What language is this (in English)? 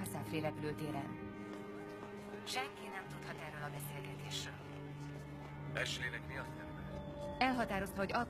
Hungarian